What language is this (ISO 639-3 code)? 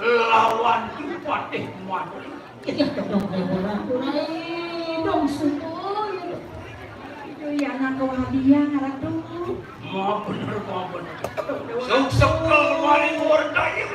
ban